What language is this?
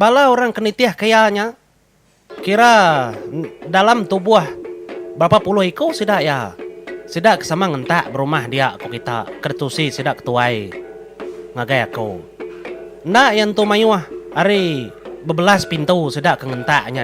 Iban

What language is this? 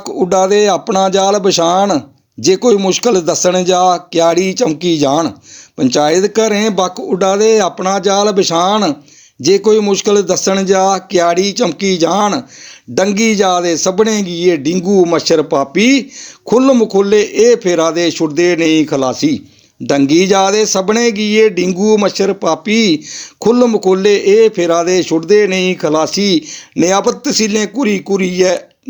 Dogri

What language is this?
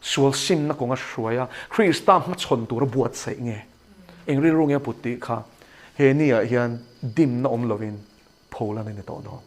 Mizo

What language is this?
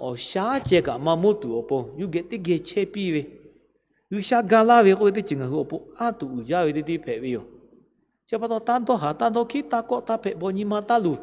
Lahu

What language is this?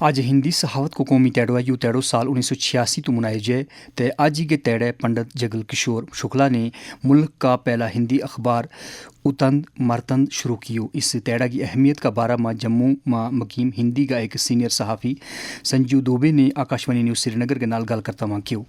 Gujari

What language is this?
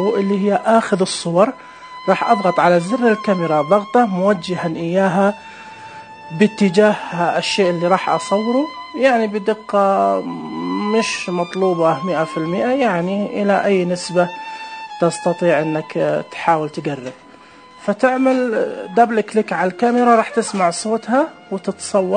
Najdi Arabic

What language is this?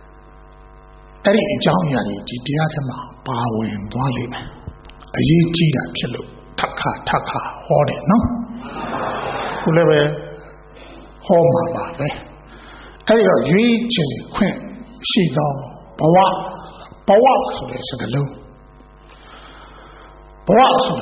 Burmese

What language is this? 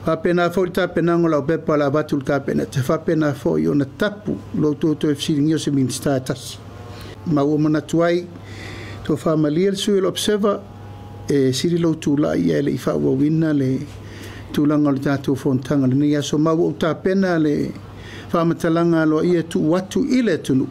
Samoan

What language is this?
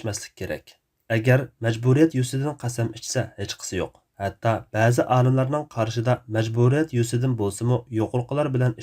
Uyghur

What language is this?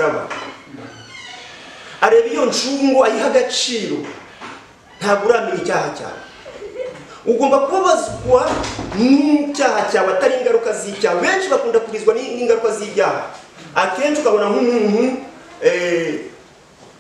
Kinyarwanda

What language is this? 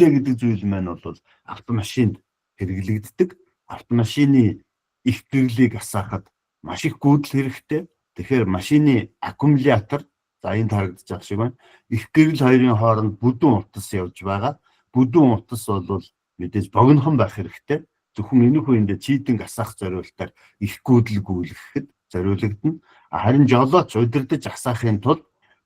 Mongolian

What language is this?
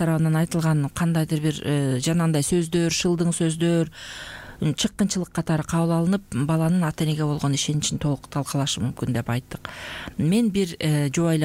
Kyrgyz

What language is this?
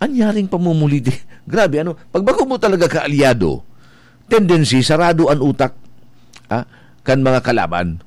Bikol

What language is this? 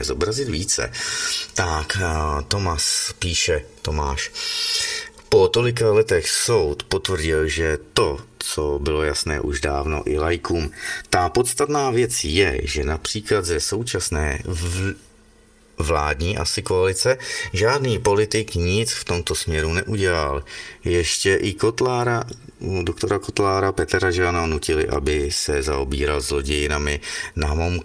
Czech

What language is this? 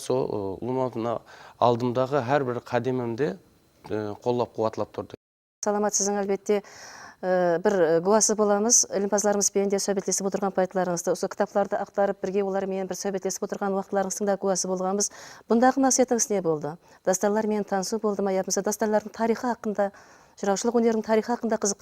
Kara-Kalpak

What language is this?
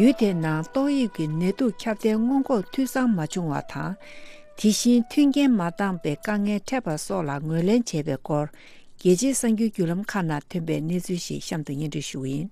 Tibetan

